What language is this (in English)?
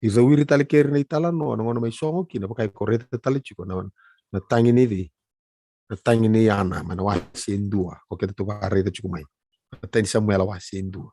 Fijian